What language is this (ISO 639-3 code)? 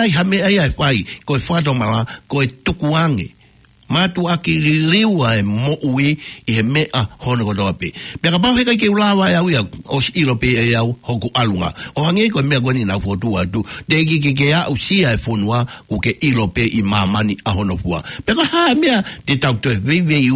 ton